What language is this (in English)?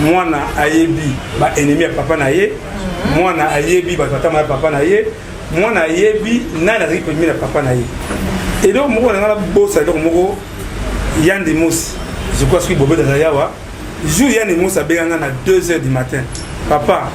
Lingala